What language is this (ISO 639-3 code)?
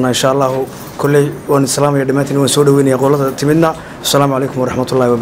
som